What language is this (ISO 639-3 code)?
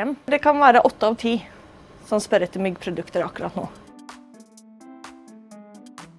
nor